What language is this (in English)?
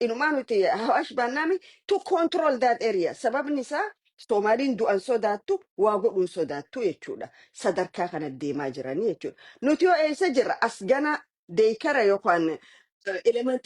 Oromo